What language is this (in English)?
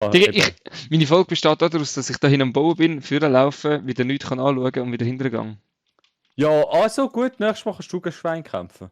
Swiss German